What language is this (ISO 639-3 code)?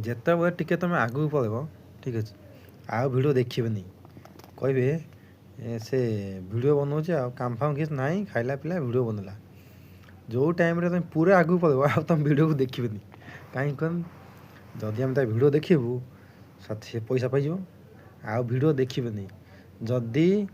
ori